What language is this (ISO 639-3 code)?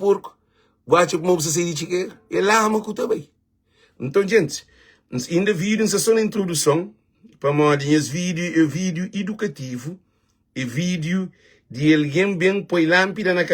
kea